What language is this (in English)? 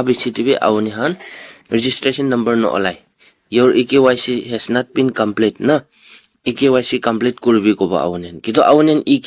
Naga Pidgin